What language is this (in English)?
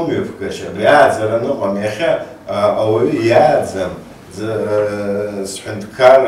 Abkhazian